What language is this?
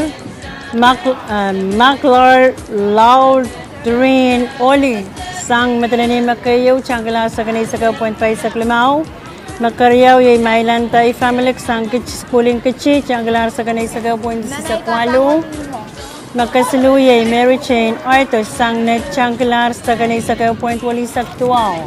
Pohnpeian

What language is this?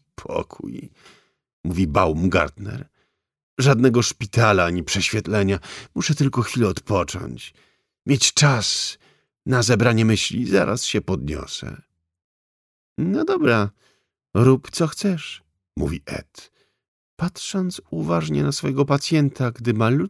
Polish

